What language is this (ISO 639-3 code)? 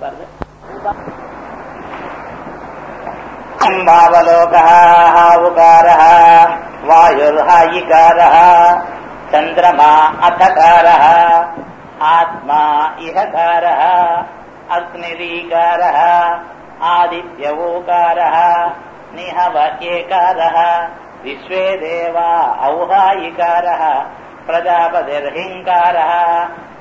tam